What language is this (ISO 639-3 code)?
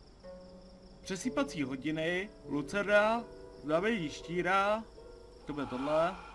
ces